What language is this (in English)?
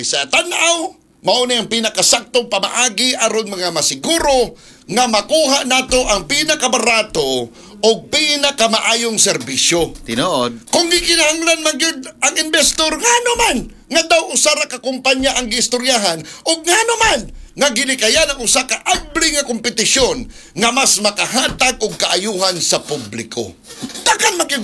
Cebuano